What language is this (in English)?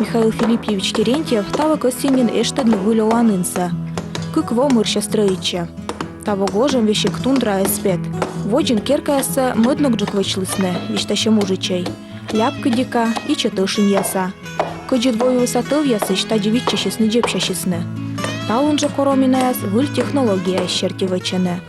Komi